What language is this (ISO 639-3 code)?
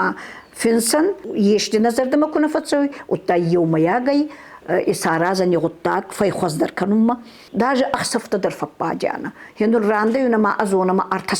oss